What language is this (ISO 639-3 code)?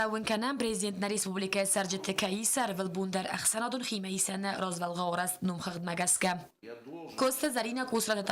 oss